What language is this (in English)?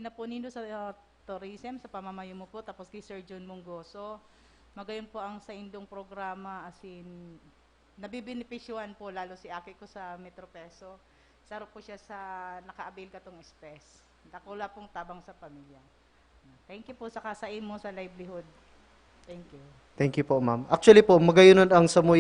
Bikol